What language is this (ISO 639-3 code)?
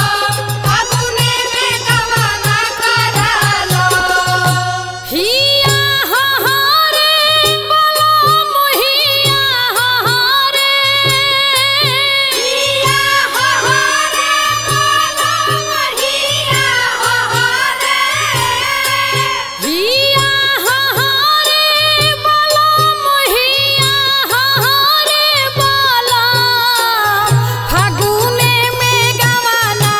bho